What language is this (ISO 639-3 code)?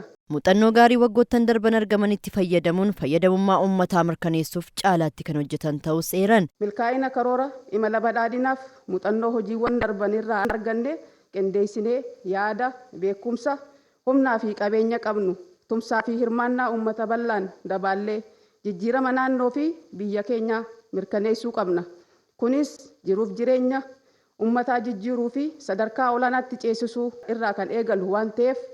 orm